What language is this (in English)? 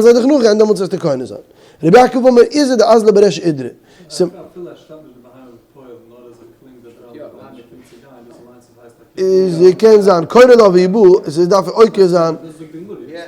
Yiddish